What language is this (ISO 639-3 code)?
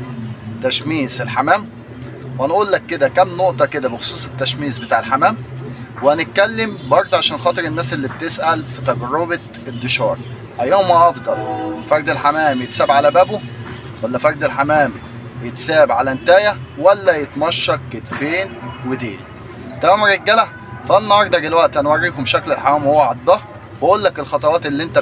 arz